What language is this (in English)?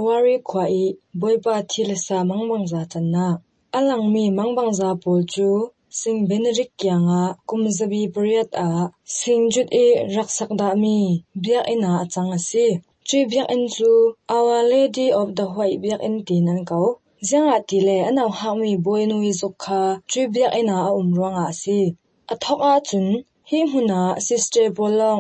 Hakha Chin